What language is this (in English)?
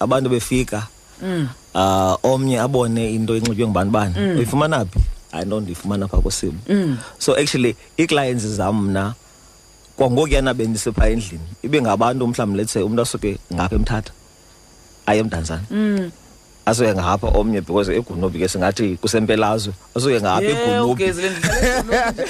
Xhosa